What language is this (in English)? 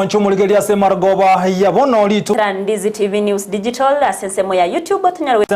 Gusii